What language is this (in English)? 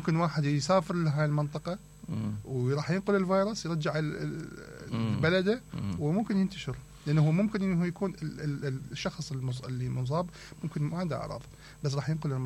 Mesopotamian Arabic